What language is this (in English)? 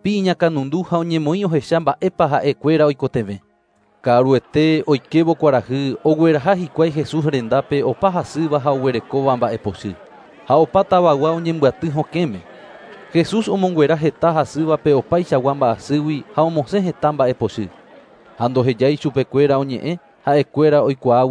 Guarani